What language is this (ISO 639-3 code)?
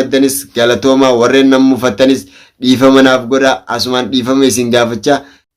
orm